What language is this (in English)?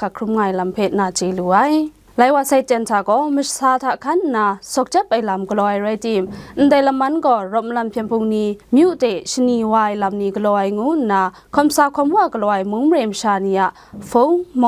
Kachin